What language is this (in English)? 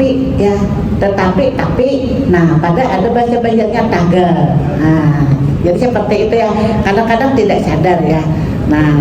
Banjar